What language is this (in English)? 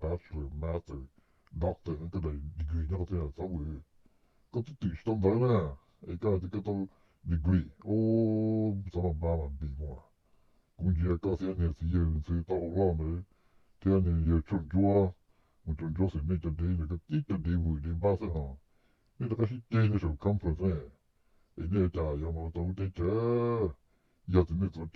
Hmong